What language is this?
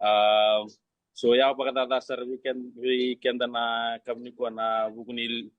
Fijian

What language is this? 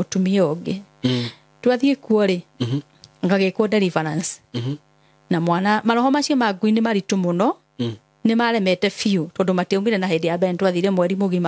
Kikuyu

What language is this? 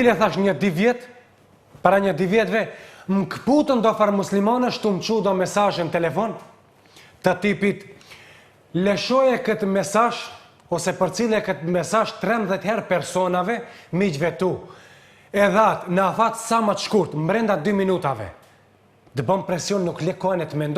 Albanian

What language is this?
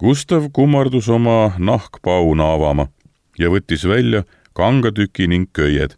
Estonian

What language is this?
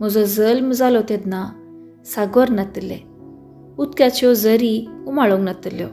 Konkani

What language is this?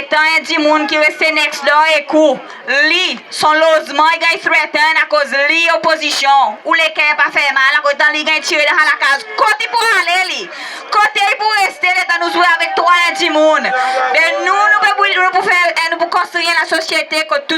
Seselwa Creole French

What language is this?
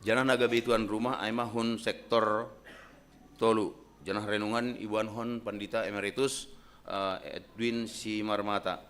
Batak Simalungun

